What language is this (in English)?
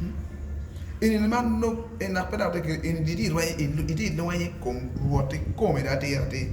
Acoli